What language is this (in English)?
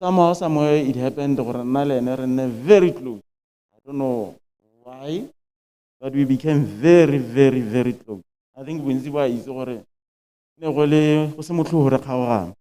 Tswana